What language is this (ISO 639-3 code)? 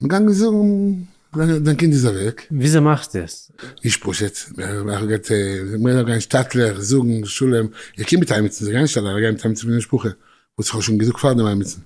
yid